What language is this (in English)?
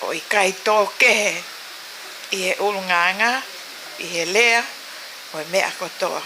Tongan